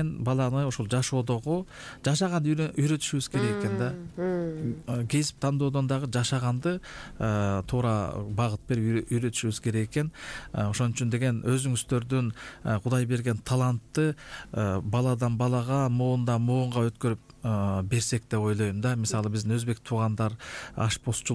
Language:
Kyrgyz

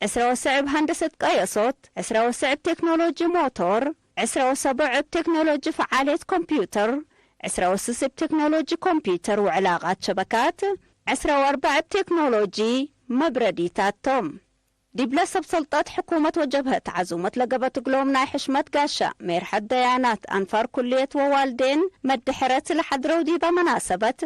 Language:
Tigre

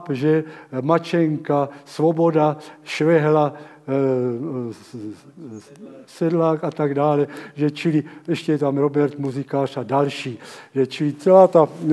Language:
Czech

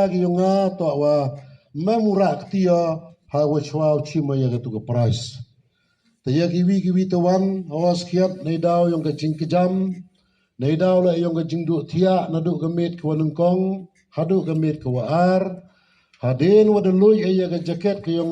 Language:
Khasi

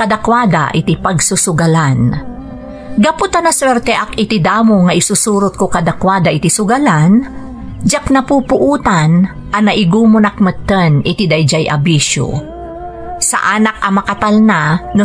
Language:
Iloko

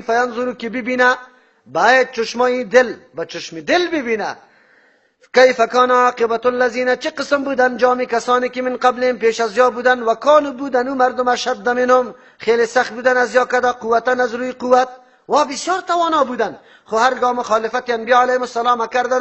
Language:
Persian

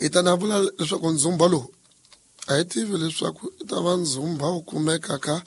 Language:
Tsonga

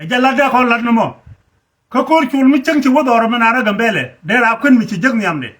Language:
Nuer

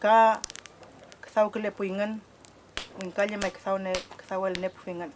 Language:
Mapuche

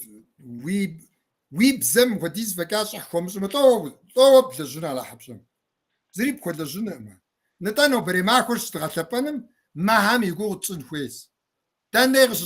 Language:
Kabardian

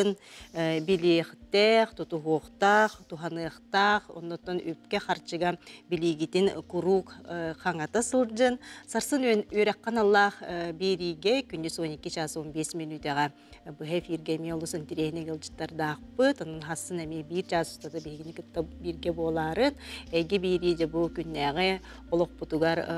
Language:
Yakut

